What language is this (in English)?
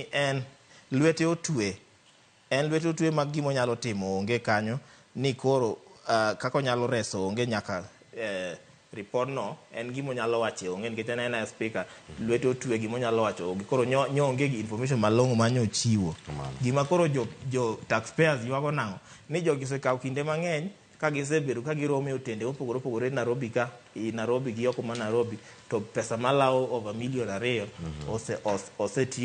Luo (Kenya and Tanzania)